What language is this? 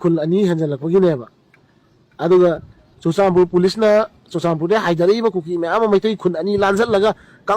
Manipuri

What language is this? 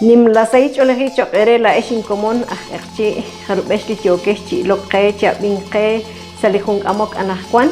Kekchí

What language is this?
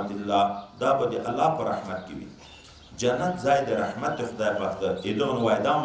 Pashto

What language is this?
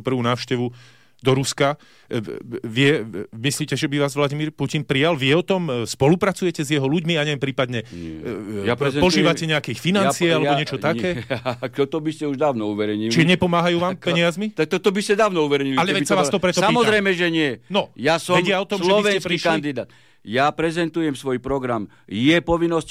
Slovak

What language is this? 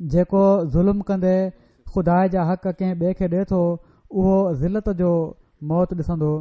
Sindhi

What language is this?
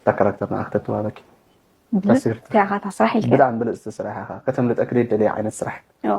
Tigrinya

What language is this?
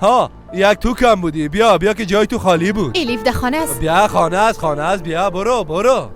Persian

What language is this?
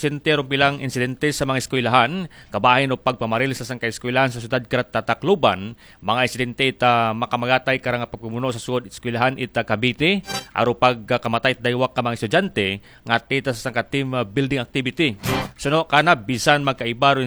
Aklanon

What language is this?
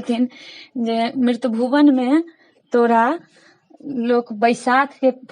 Maithili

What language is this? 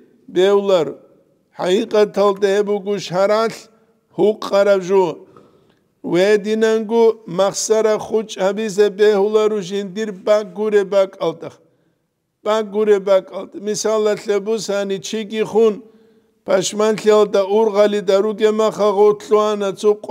Avaric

